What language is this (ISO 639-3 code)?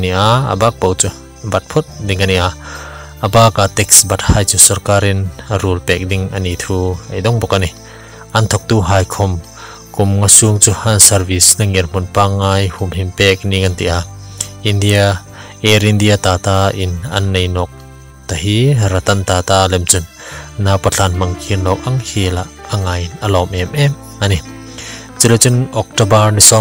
hmr